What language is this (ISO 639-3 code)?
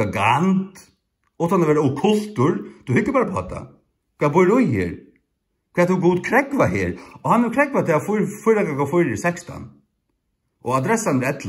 fao